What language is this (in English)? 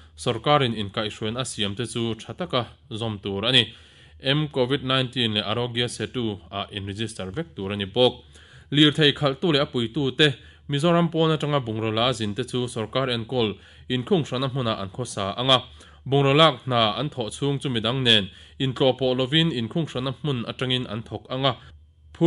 Mizo